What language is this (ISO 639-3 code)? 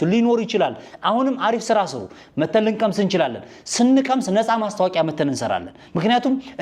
amh